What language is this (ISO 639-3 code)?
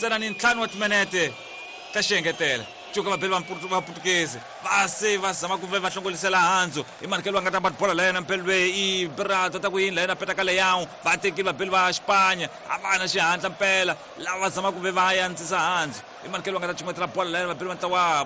tso